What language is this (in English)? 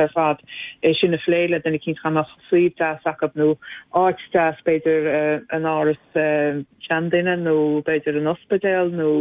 Irish